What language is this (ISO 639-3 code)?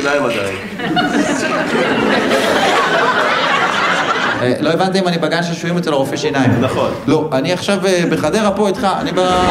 heb